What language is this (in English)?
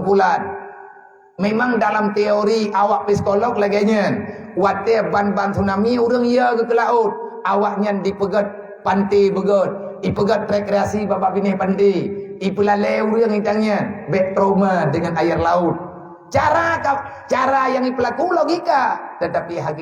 Achinese